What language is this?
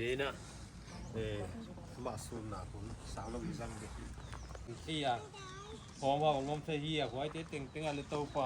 Paite Chin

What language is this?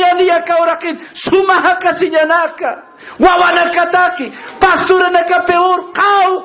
Aymara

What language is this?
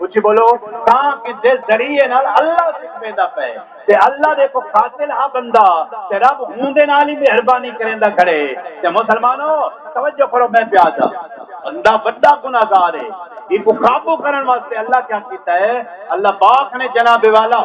Saraiki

